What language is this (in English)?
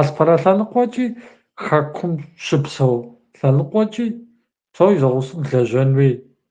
Kabardian